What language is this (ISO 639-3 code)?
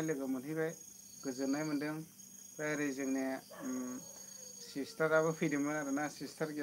brx